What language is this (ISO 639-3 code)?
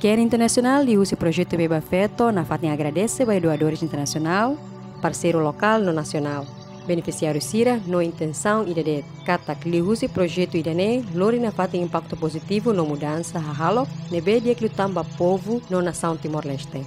tet